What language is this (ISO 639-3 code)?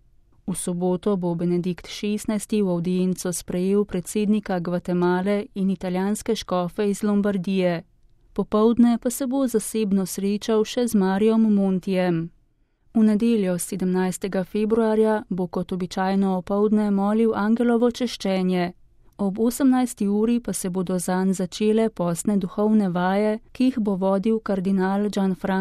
slv